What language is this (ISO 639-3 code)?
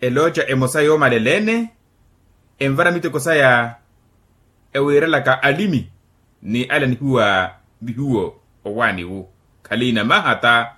vmw